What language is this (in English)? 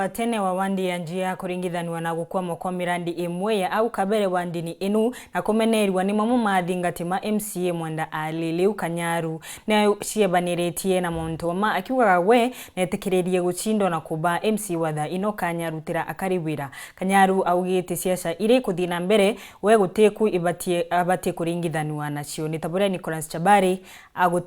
Meru